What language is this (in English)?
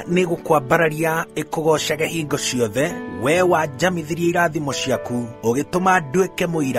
Kikuyu